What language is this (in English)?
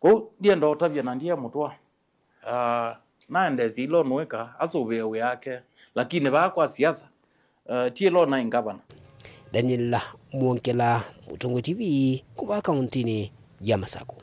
Kamba